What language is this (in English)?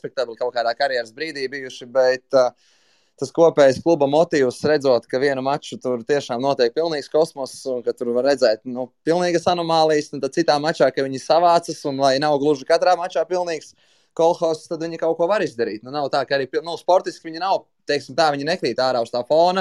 Latvian